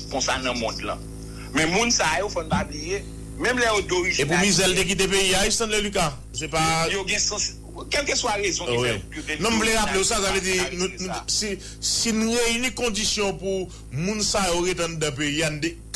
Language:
Haitian Creole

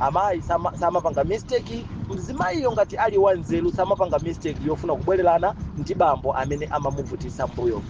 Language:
Nyanja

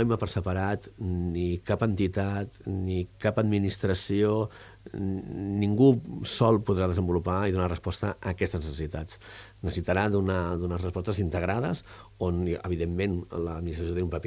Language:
Catalan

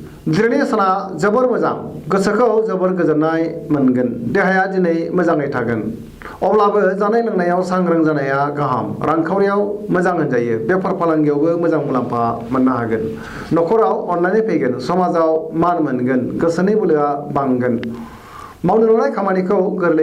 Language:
Bodo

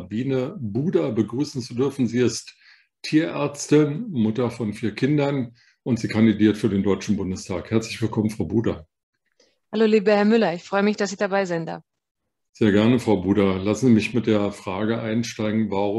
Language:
German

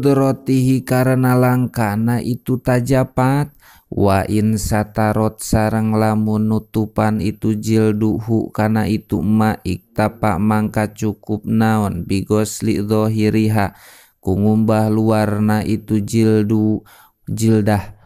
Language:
Sundanese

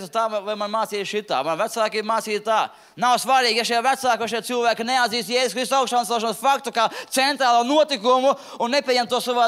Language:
Latvian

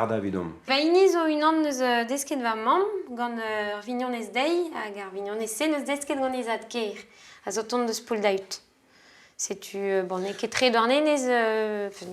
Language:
Breton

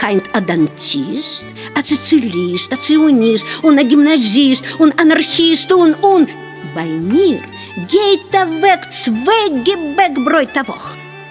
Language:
Yiddish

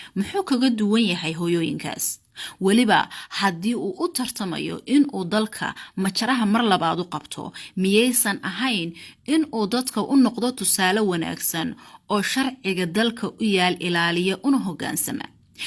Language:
Somali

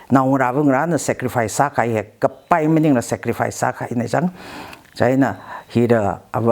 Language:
Tangkhul Naga (India)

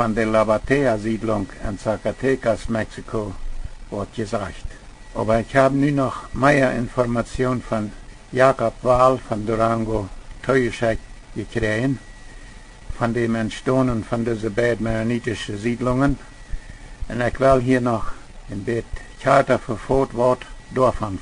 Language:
Plautdietsch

